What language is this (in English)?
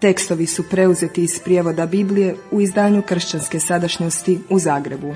Croatian